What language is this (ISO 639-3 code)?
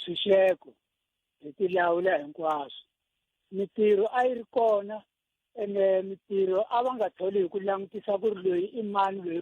tso